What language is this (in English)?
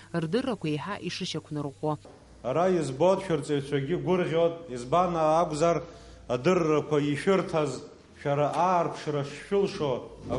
Abkhazian